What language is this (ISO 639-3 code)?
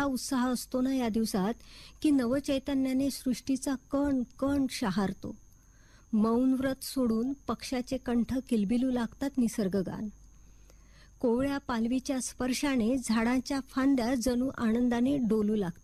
mar